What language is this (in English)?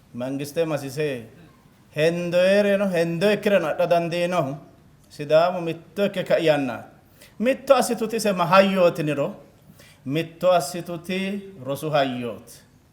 Sidamo